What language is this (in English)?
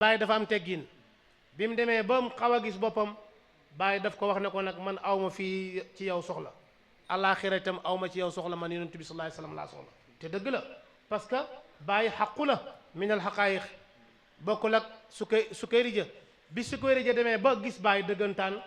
Wolof